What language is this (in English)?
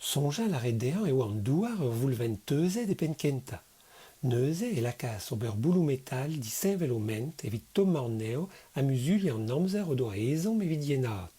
Breton